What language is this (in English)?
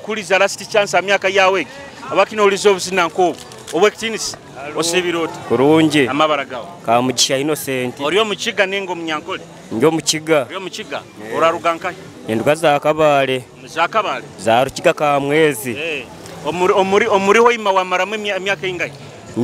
Nyoro